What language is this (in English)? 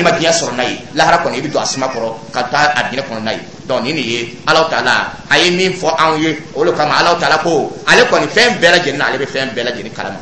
Dyula